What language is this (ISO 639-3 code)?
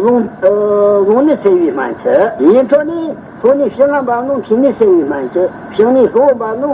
bod